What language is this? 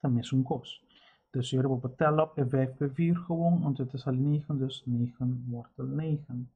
Papiamento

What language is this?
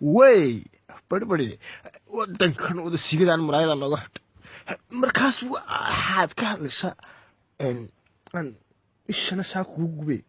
Somali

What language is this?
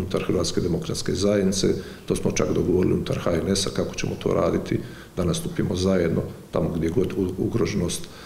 Croatian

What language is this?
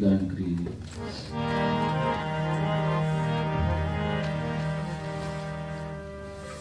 Punjabi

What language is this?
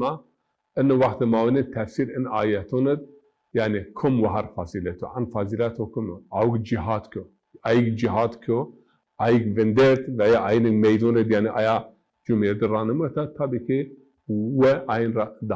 Zaza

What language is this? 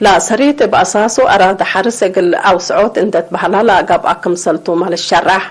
Tigre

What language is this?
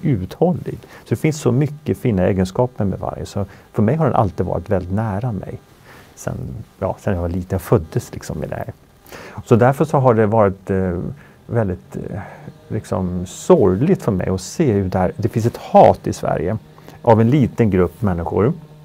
Swedish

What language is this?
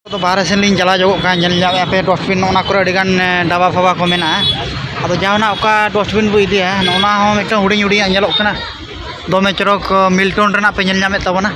Santali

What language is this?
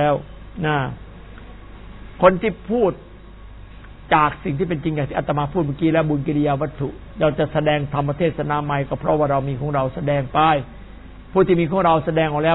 Thai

